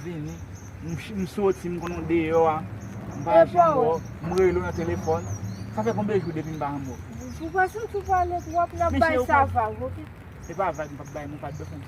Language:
Haitian Creole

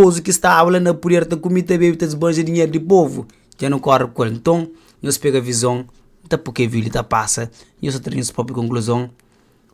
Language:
Kabuverdianu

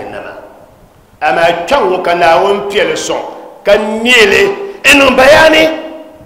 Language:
Dagbani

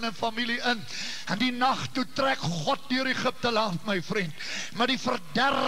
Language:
Afrikaans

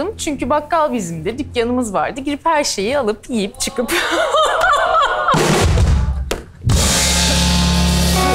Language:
Turkish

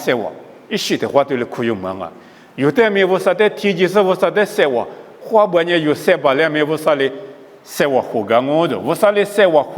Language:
Lisu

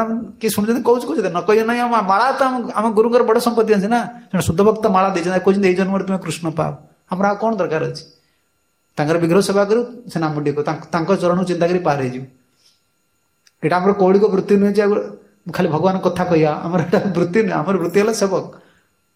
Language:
Odia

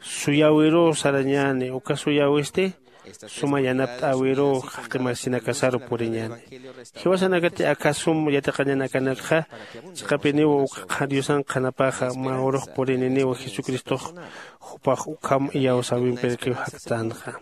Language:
Aymara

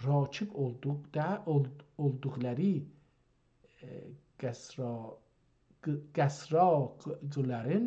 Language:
South Azerbaijani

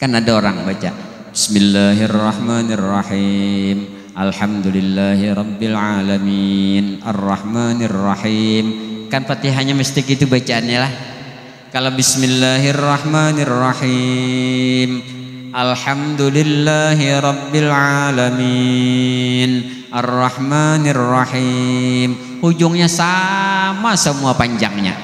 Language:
Banjar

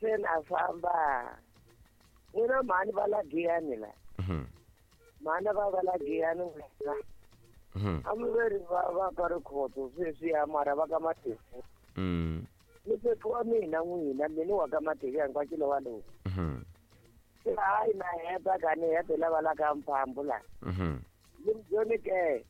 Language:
Tsonga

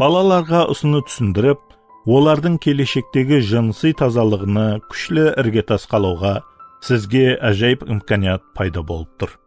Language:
Kara-Kalpak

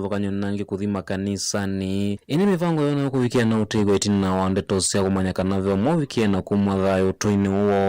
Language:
Kamba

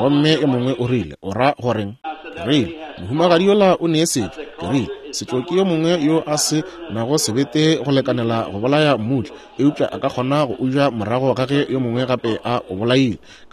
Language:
Northern Sotho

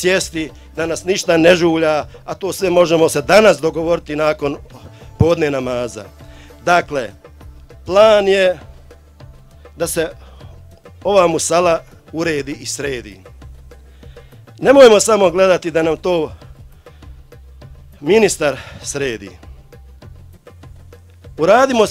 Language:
Bosnian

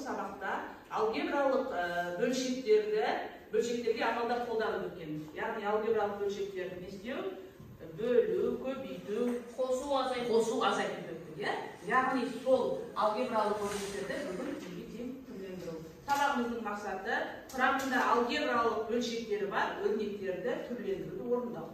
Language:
Kazakh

